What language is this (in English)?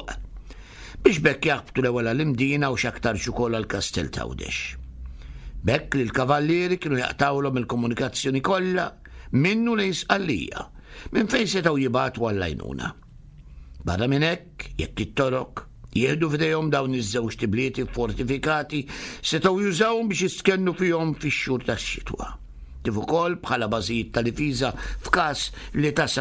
Maltese